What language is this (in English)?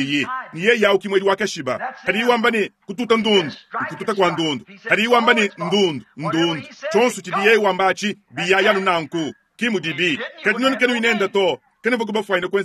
Luba-Lulua